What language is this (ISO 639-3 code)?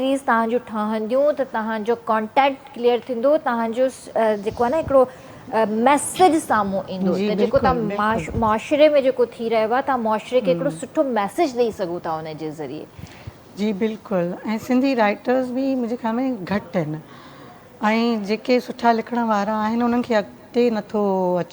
snd